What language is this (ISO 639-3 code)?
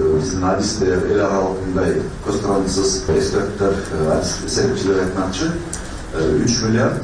kir